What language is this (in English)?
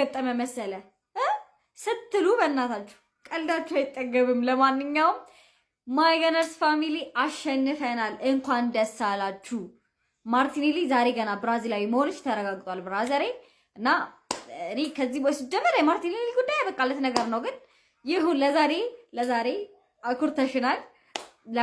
Amharic